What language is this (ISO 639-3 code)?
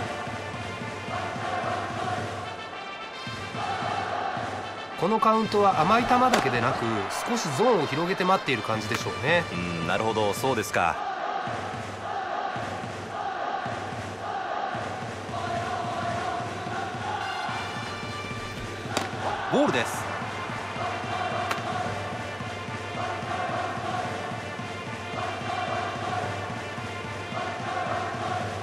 jpn